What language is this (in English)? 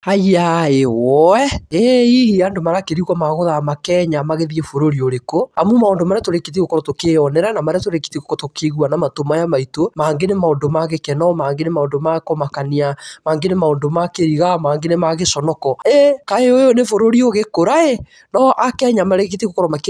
Kikuyu